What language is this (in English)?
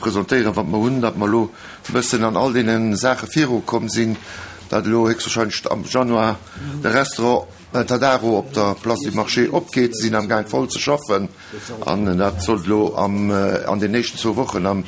Luxembourgish